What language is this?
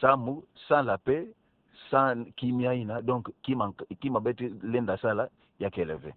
Kituba (Democratic Republic of Congo)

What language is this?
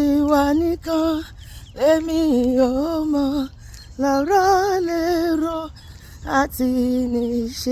Yoruba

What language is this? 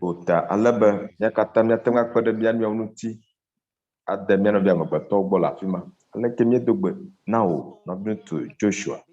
Ewe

